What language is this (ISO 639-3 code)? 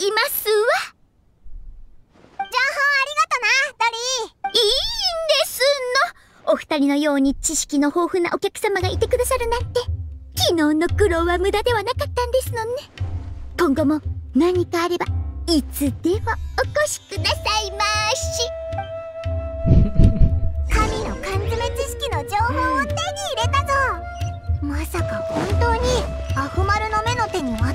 jpn